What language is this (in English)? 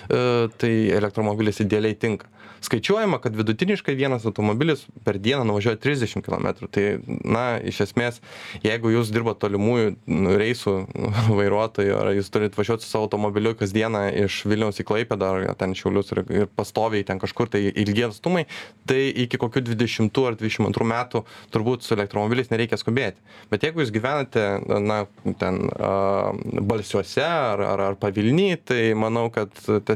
Lithuanian